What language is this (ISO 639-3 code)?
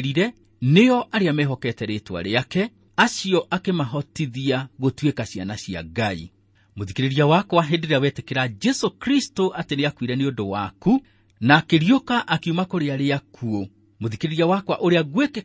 kik